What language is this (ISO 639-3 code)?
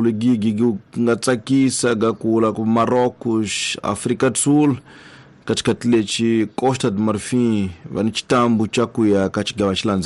tso